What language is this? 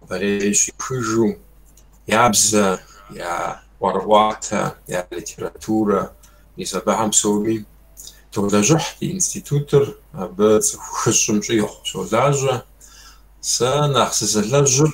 Kabardian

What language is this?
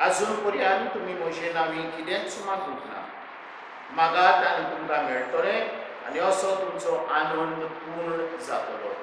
Konkani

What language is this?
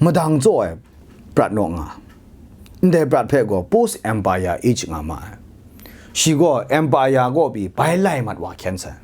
Kachin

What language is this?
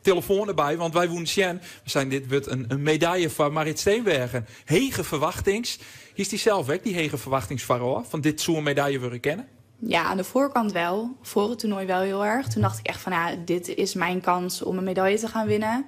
Western Frisian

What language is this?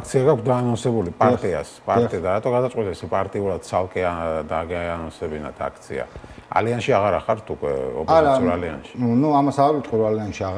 Georgian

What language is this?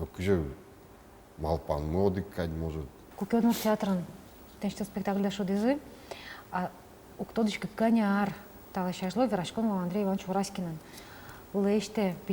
Udmurt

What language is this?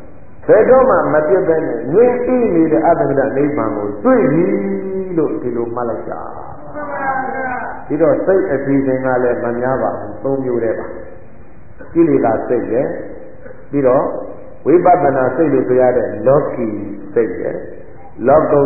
Burmese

